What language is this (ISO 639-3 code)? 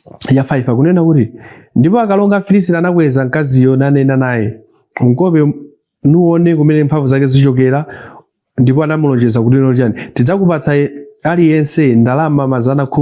nya